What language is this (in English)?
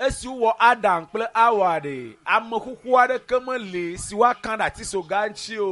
Ewe